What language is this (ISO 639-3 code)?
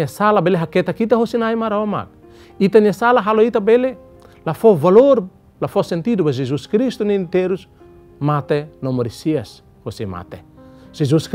tet